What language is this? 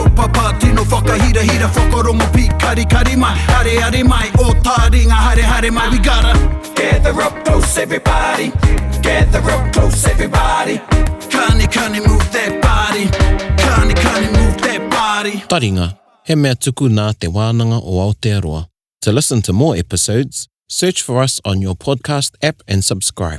Māori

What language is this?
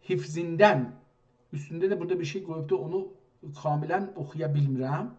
South Azerbaijani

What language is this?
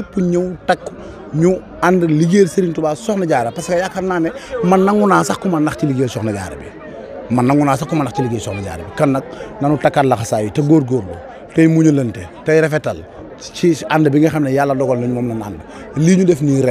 Wolof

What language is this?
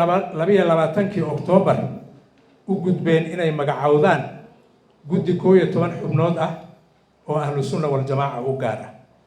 Somali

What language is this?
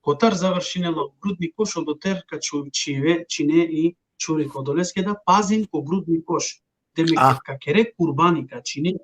Balkan Romani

